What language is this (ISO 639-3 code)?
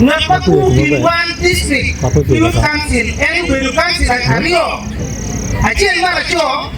ach